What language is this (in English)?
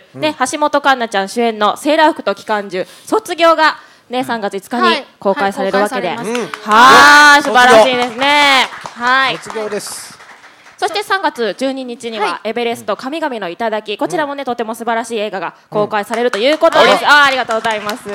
Japanese